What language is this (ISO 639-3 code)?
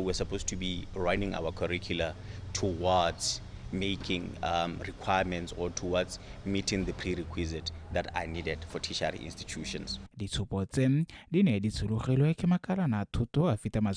tsn